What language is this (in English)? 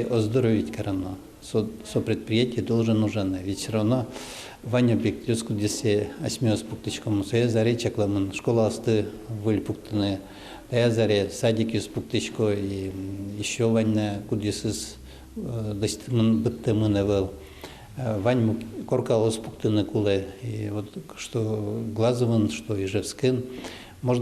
Udmurt